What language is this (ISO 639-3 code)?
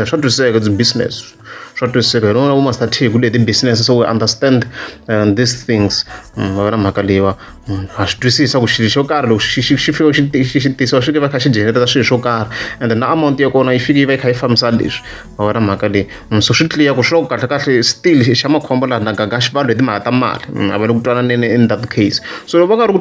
tso